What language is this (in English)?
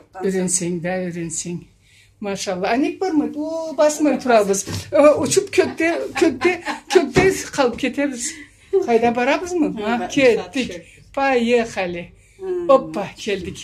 Karachay-Balkar